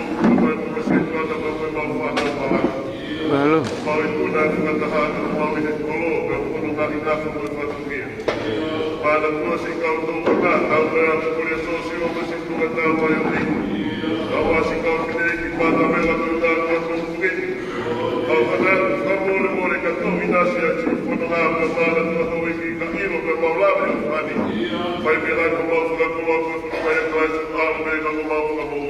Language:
Tongan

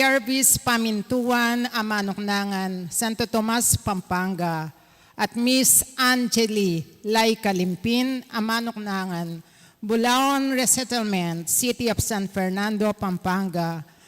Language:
Pampanga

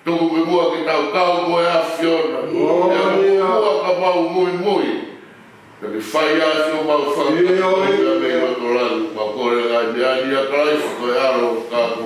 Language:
Tongan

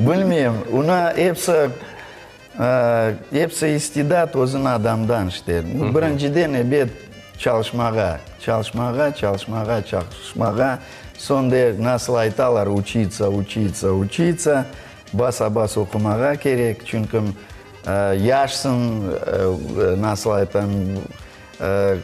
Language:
Crimean Tatar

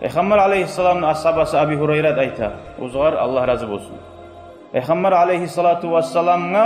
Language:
Kumyk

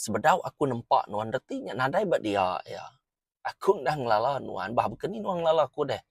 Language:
Iban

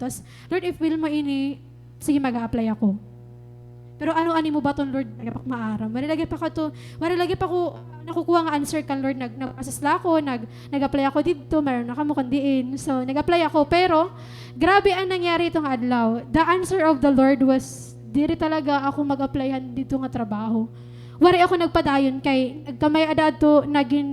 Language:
Waray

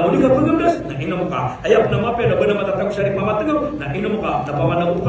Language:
Maranao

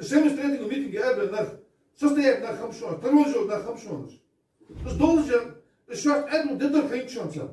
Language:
Ingush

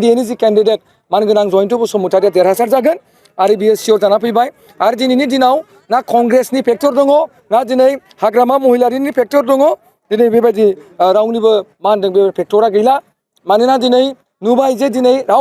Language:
Bodo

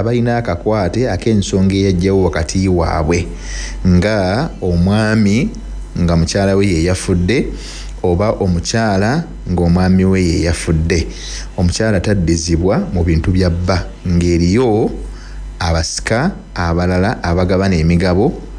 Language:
Ganda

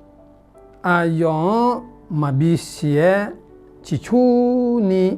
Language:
Akha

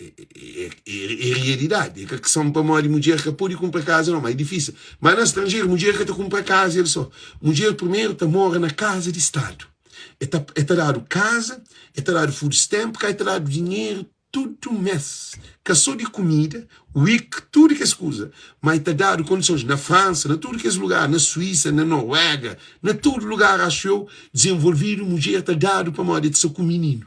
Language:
Kabuverdianu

